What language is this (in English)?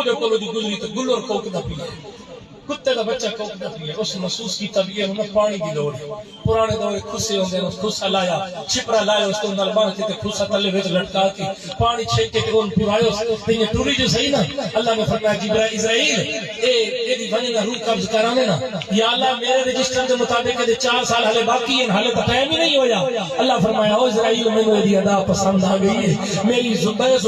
Saraiki